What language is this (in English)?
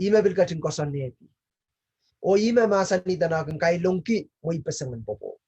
Pohnpeian